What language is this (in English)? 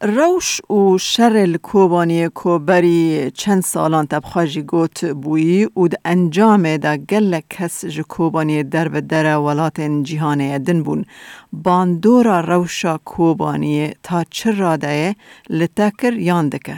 Kurdish